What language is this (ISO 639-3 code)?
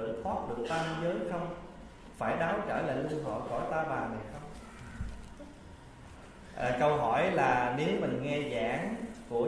vie